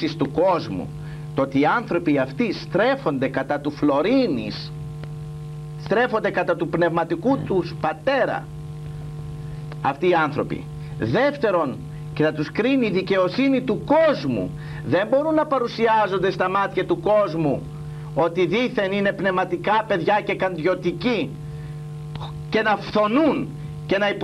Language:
Greek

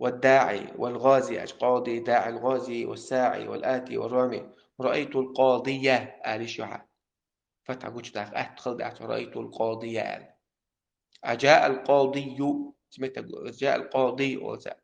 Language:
Chechen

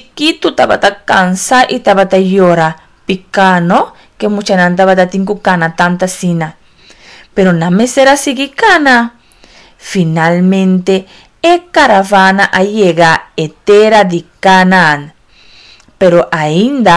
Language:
Papiamento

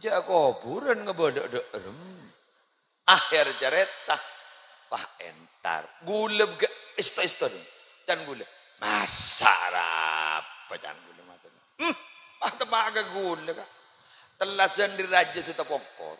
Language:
Madurese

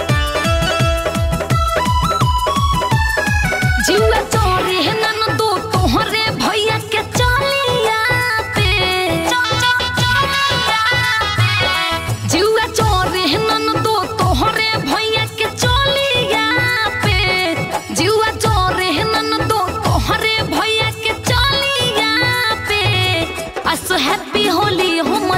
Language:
Bhojpuri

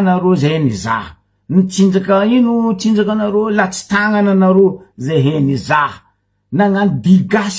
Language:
Malagasy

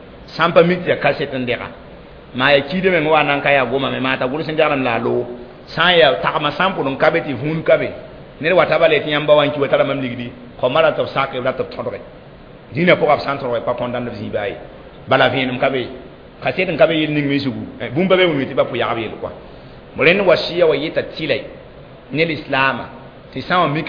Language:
Mossi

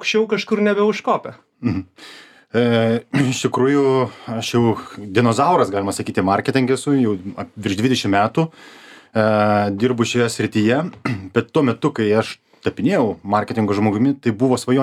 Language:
Lithuanian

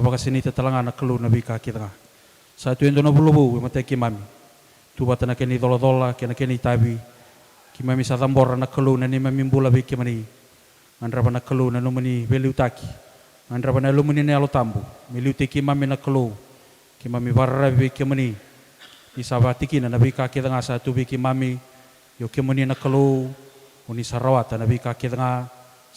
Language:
Fijian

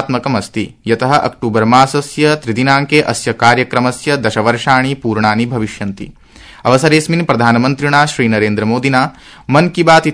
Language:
Sanskrit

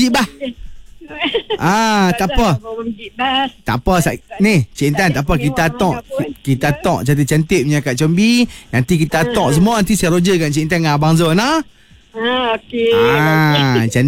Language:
Malay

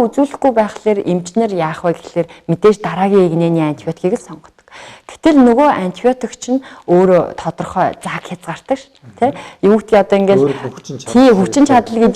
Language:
Mongolian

